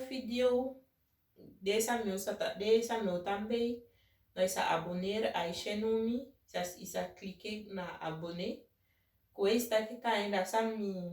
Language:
Saramaccan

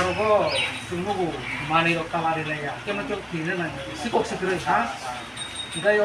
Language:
Kok Borok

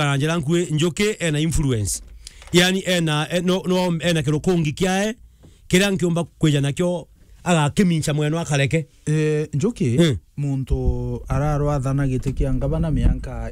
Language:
Meru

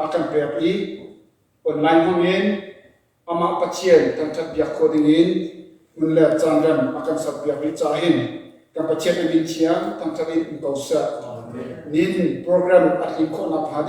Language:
Hakha Chin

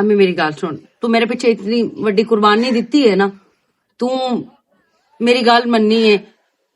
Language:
Western Panjabi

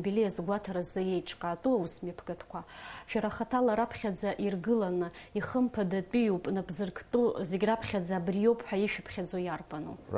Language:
Abkhazian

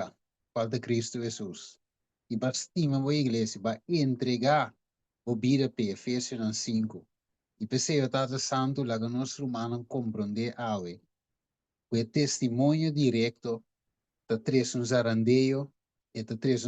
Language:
Papiamento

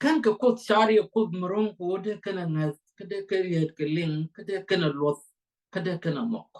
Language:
Nuer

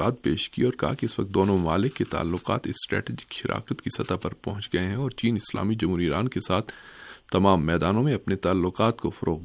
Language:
Urdu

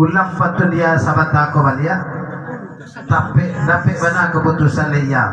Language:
Minangkabau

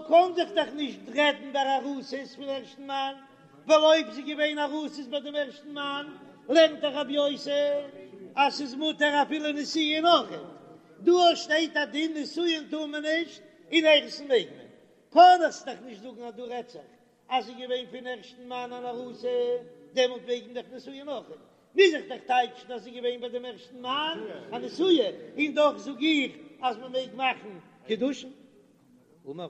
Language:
Yiddish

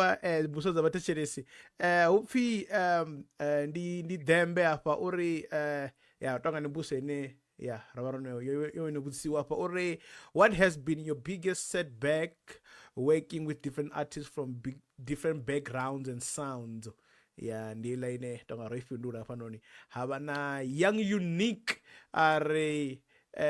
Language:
Venda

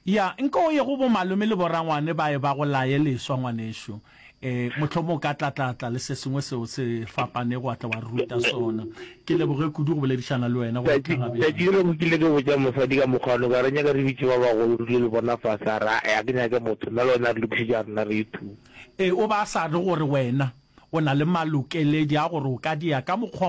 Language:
Northern Sotho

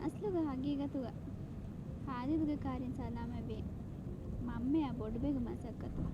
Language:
Divehi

